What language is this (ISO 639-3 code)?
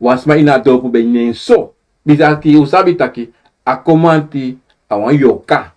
srn